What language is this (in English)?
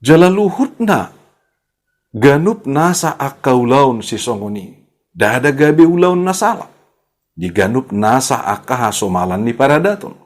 Batak Toba